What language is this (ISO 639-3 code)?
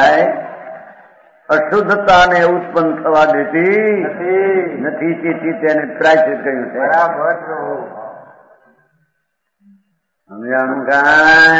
guj